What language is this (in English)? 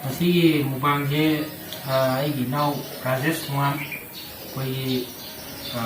Manipuri